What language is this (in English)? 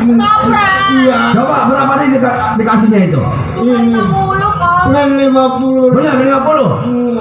Betawi